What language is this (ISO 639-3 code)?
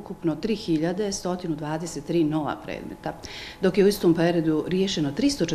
bos